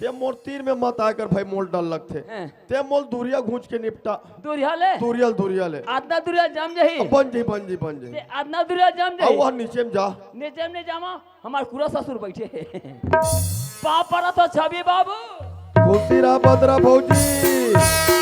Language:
Chhattisgarhi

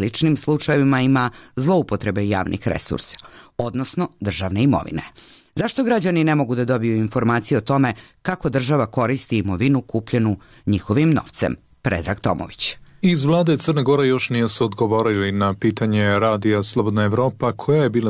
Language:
Croatian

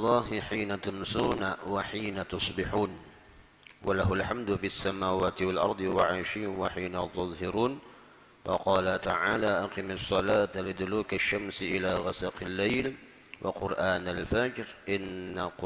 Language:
Banjar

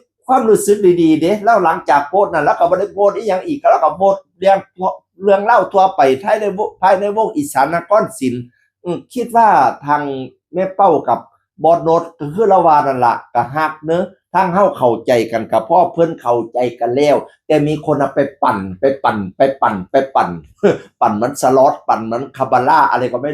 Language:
Northeastern Thai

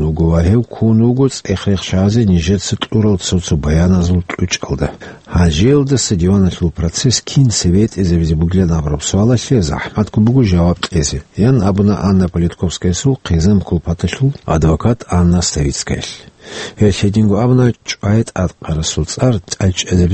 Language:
Avaric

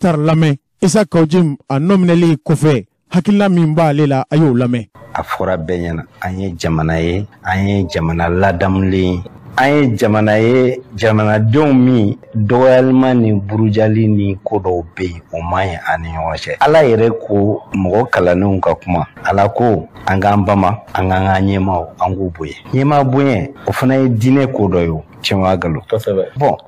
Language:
Bambara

